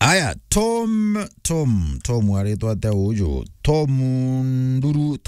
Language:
Meru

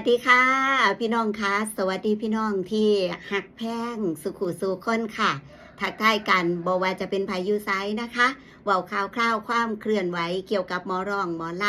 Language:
Northeastern Thai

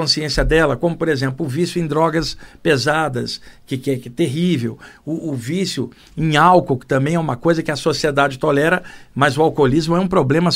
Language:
Portuguese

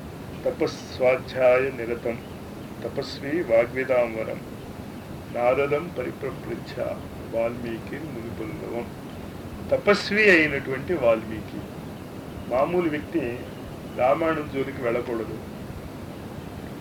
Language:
Telugu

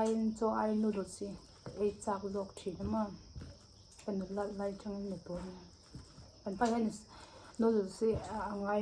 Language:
Mizo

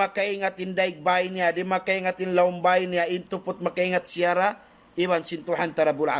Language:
Tausug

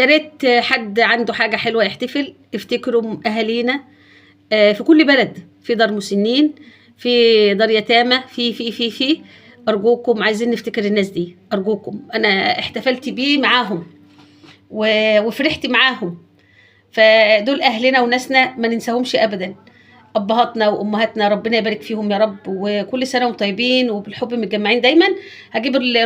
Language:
Egyptian Arabic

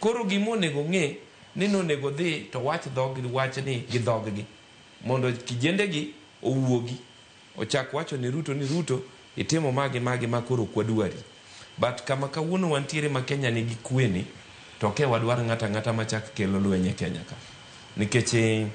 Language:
Luo (Kenya and Tanzania)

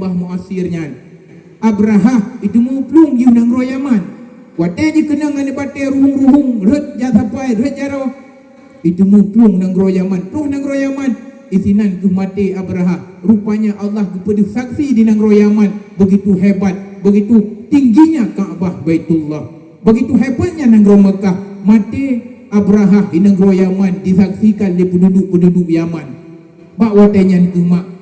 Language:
Achinese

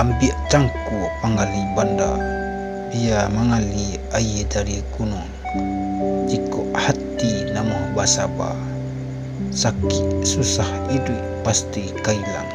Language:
Minangkabau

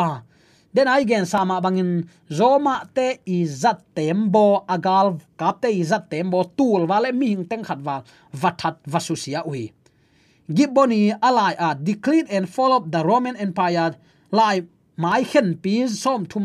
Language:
Tedim Chin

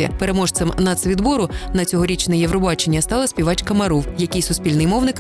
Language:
Ukrainian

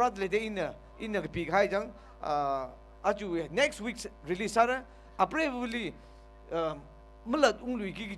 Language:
Tangkhul Naga (India)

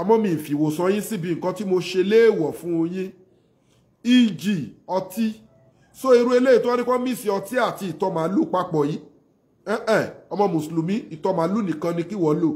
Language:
Yoruba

